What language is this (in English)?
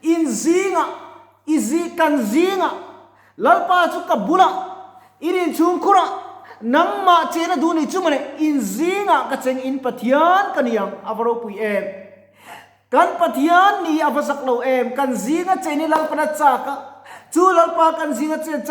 Mizo